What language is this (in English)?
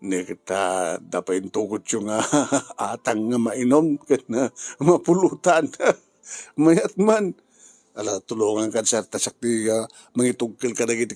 Iloko